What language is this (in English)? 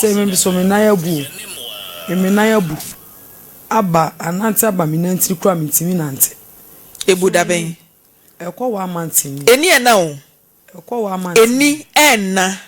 Akan